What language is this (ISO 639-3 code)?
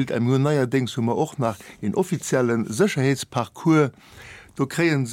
ltz